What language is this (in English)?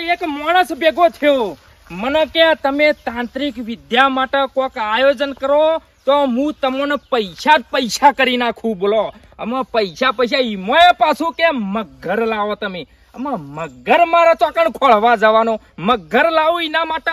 Gujarati